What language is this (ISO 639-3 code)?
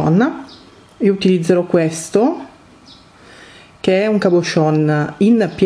ita